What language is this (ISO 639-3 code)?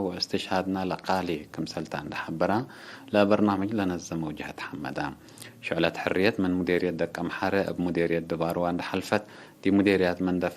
tig